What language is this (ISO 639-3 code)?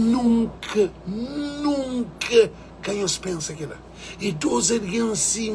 kea